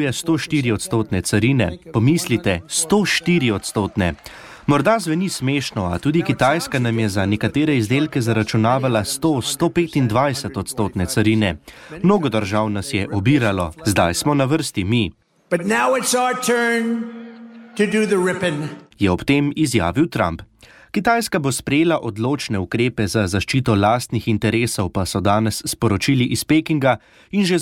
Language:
Slovenian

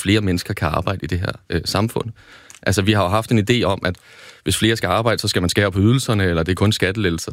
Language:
Danish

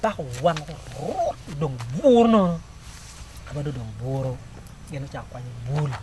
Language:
Acoli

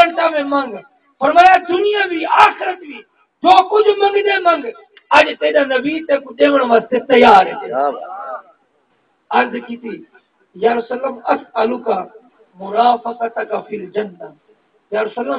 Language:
Saraiki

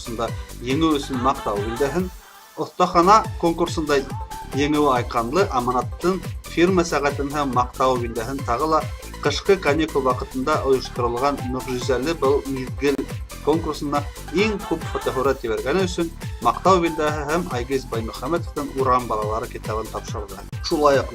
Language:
Bashkir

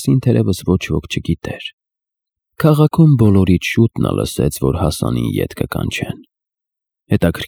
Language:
Armenian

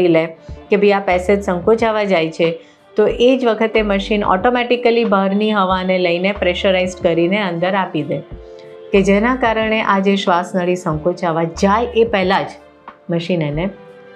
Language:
Gujarati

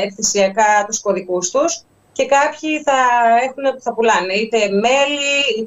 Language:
Greek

